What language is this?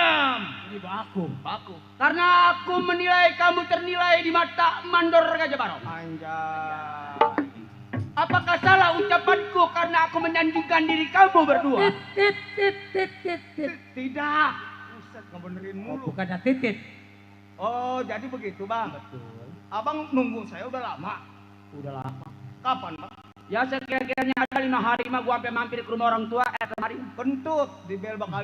Betawi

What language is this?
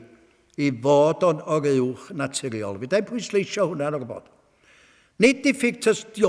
Welsh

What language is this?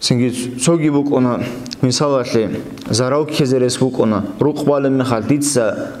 Avaric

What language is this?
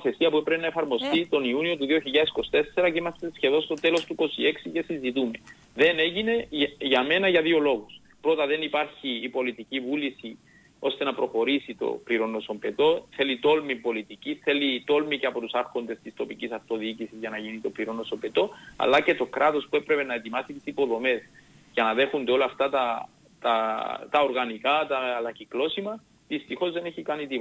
Greek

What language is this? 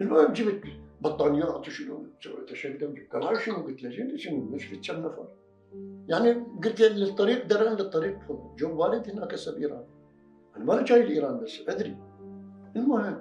Mesopotamian Arabic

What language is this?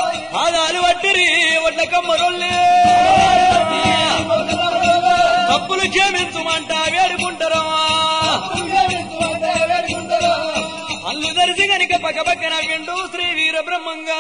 Telugu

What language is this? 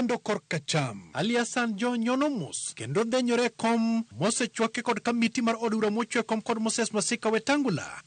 Luo (Kenya and Tanzania)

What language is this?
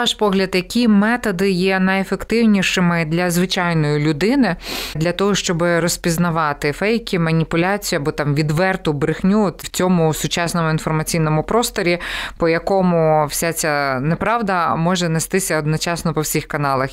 Ukrainian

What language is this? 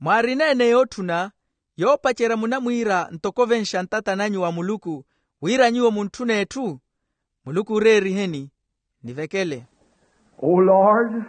Makhuwa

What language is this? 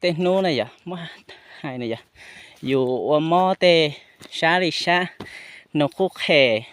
Hmong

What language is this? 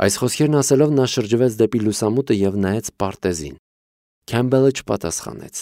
Armenian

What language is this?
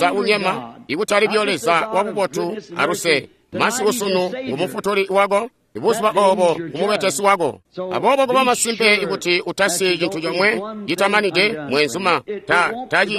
Tonga (Zambia)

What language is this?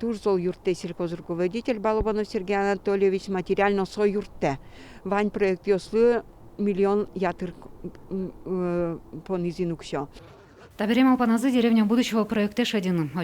Udmurt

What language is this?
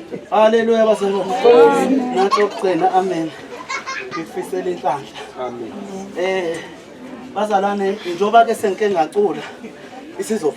Zulu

